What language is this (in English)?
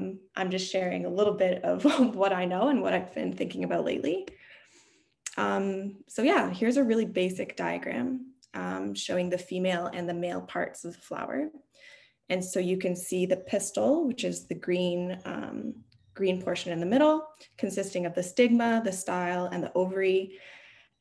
English